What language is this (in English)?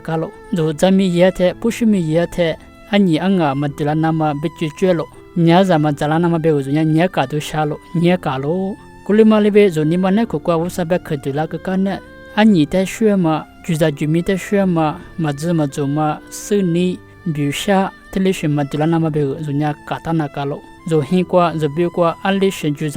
Lisu